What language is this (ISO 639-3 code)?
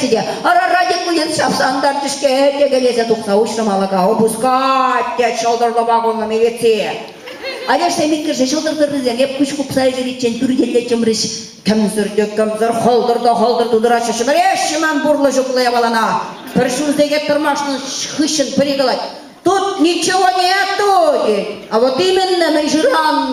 chv